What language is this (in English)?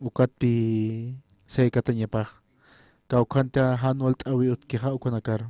Aymara